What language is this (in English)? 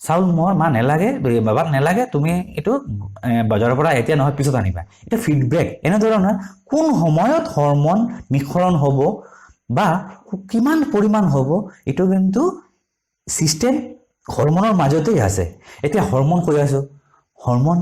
Assamese